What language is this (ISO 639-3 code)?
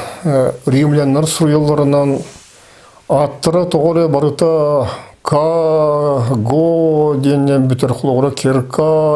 sah